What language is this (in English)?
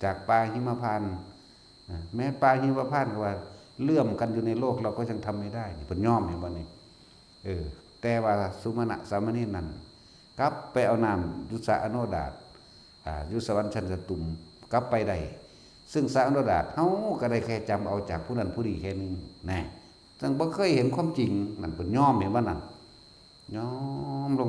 Northeastern Thai